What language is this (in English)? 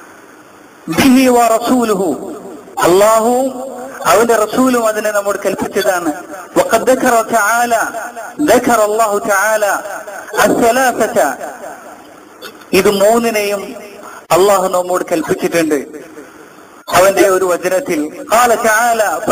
Malayalam